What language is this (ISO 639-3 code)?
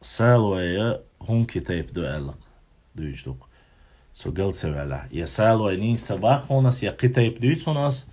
che